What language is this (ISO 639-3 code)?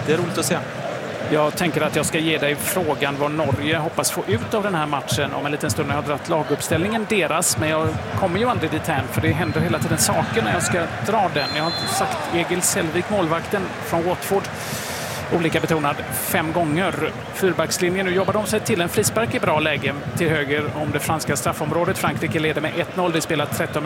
swe